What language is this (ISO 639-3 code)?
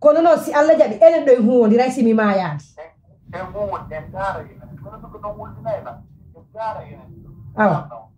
fuf